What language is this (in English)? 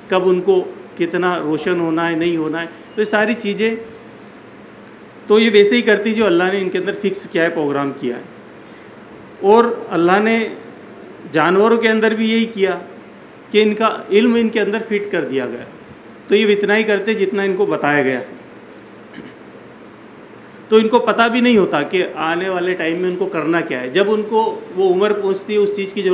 Urdu